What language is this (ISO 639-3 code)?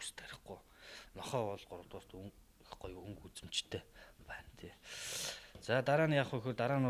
mon